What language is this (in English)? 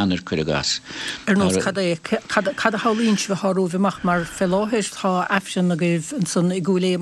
Irish